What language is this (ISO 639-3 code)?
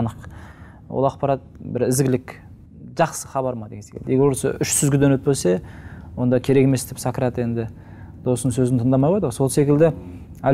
kaz